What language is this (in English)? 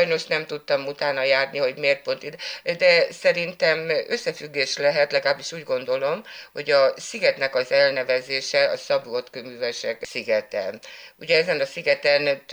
Hungarian